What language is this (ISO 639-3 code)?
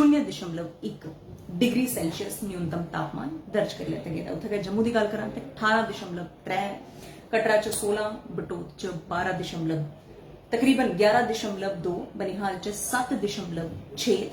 doi